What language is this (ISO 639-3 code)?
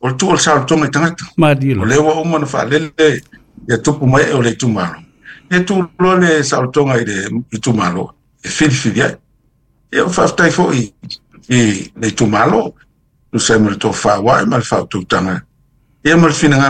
smo